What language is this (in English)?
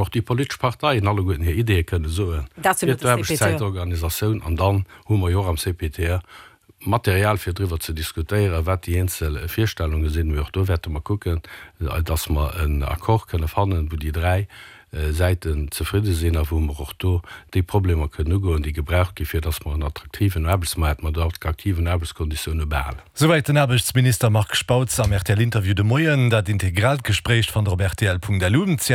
Luxembourgish